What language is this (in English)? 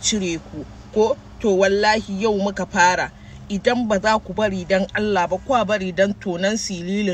Hausa